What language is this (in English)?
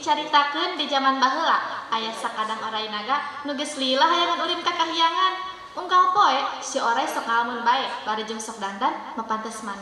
Sundanese